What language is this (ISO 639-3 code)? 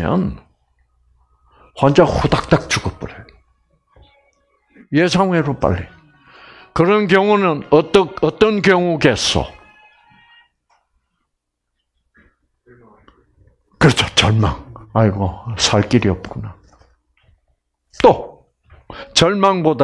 kor